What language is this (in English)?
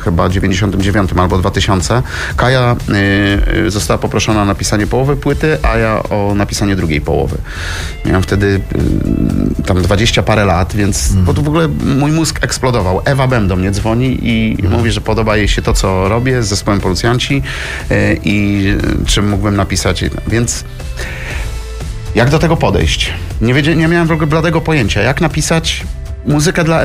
Polish